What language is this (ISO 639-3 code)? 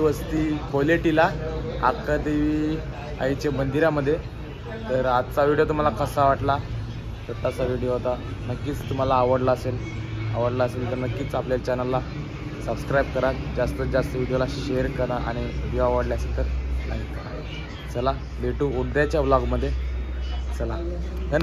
mar